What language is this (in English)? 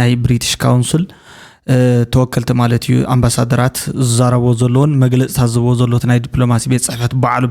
Tigrinya